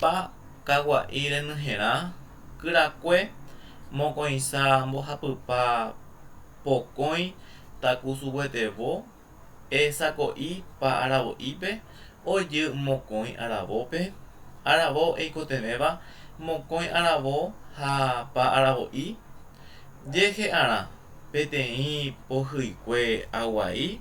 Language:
Guarani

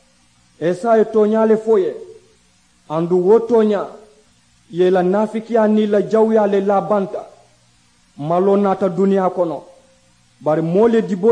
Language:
Mandingo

